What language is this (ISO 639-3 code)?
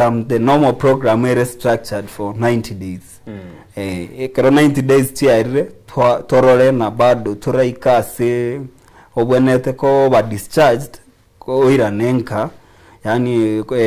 guz